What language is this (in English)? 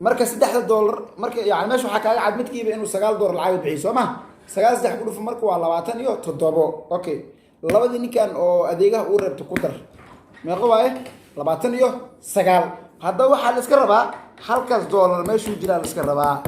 Somali